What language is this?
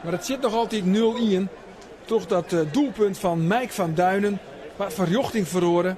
Western Frisian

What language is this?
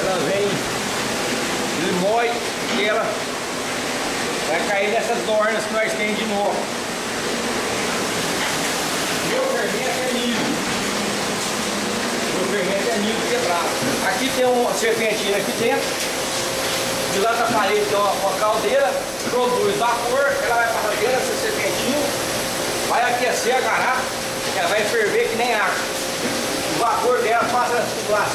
Portuguese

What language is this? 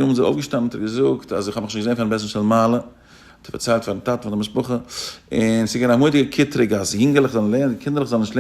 Yiddish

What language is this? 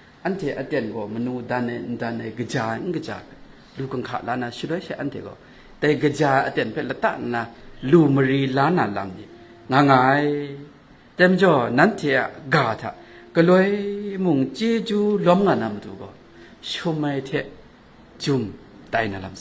Kachin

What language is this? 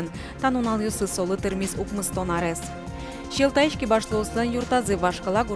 Udmurt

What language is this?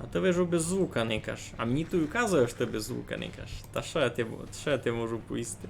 Rusyn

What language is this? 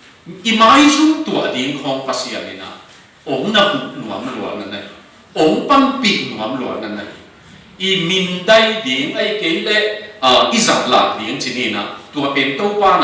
Tedim Chin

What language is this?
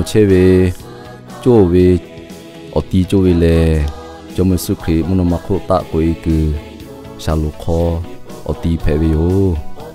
Lahu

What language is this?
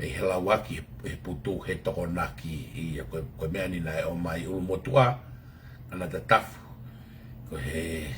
Tongan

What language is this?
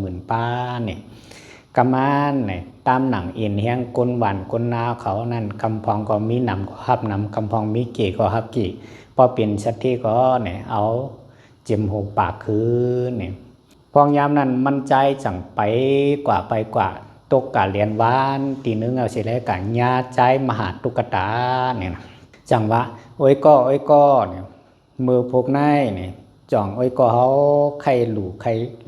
Shan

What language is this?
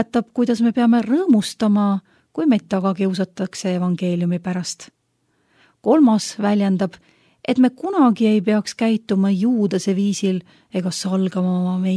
Estonian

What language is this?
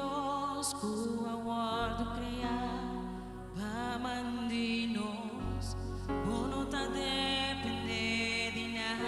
Papiamento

